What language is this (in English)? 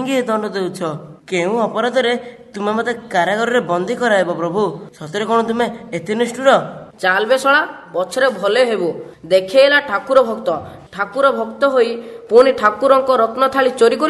Odia